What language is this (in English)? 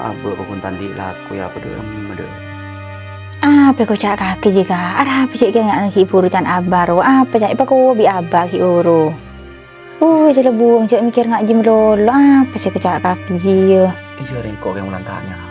Madurese